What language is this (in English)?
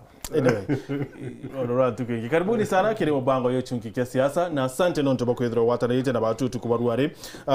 Meru